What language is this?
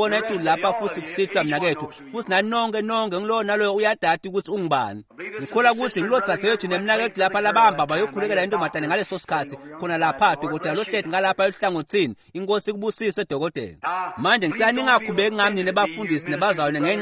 Swati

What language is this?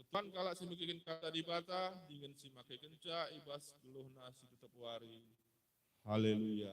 Batak Karo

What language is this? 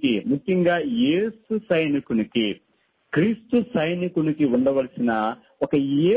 Telugu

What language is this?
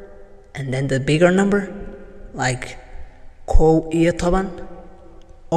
English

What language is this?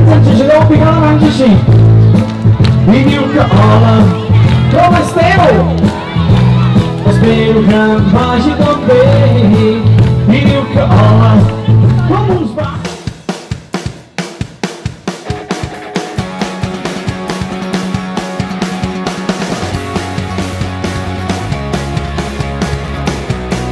Catalan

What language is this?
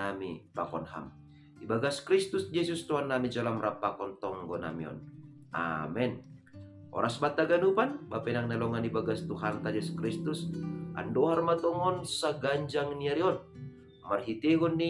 Batak Simalungun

